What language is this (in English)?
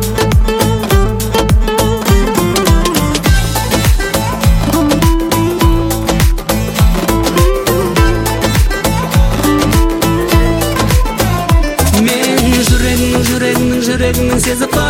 Kazakh